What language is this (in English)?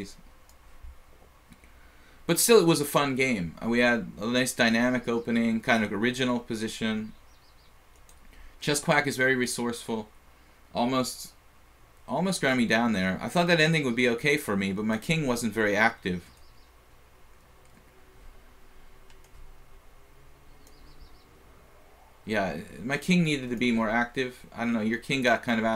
English